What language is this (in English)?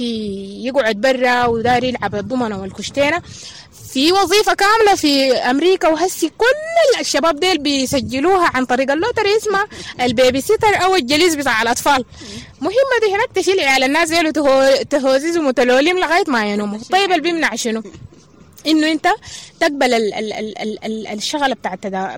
Sudanese Arabic